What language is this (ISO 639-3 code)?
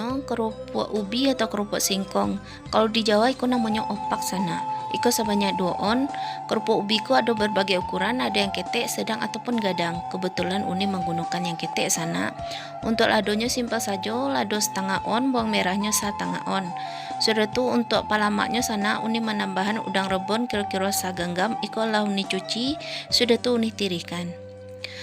min